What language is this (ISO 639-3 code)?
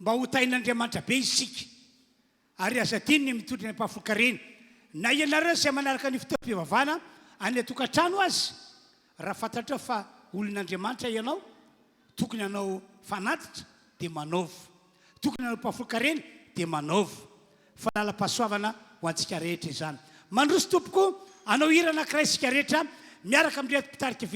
mlg